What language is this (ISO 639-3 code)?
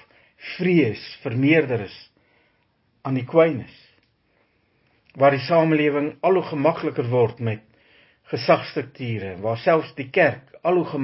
afr